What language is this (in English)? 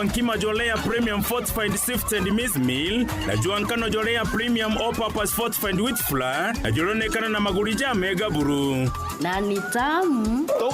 Meru